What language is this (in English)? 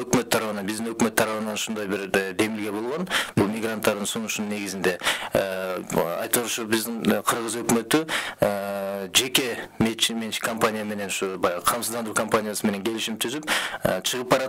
Kyrgyz